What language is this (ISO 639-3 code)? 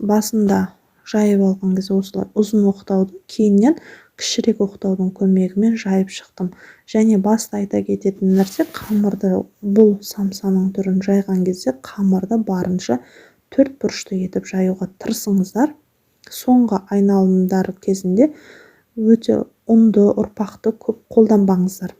kaz